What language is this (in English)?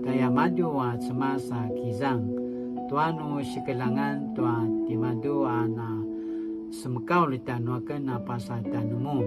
Paiwan